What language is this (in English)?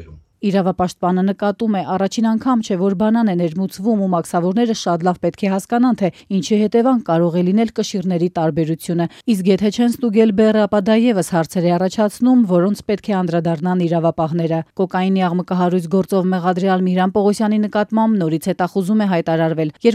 Armenian